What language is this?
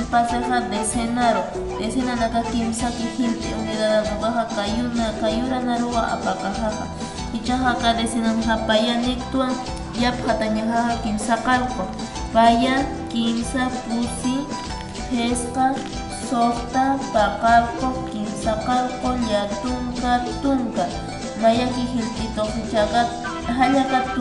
Aymara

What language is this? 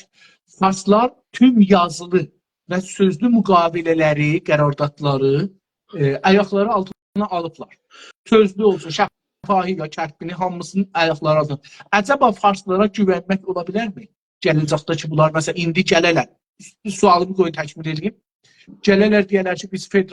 South Azerbaijani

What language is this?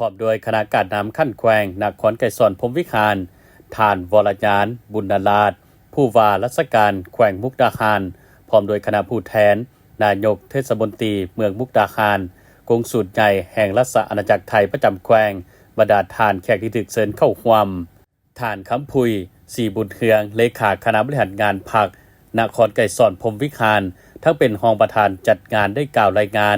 Lao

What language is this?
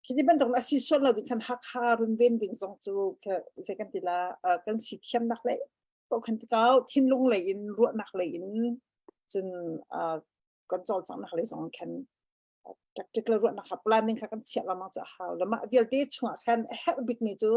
Hakha Chin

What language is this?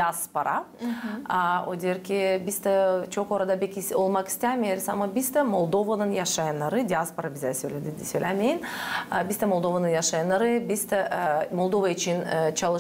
Gagauz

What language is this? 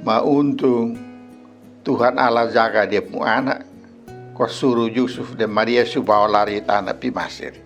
Kupang Malay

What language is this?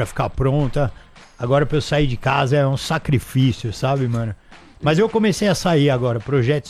Portuguese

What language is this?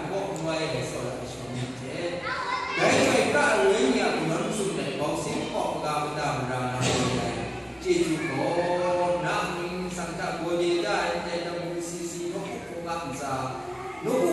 Kachin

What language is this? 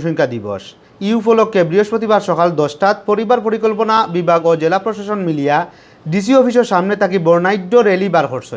Sylheti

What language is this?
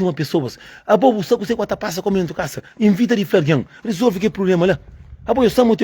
Kabuverdianu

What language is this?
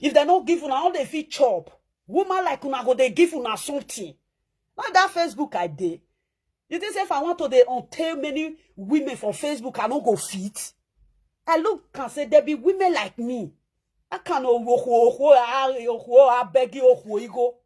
Nigerian Pidgin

